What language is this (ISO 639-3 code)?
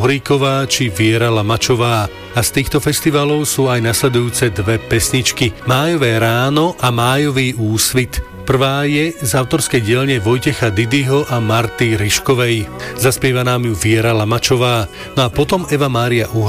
slk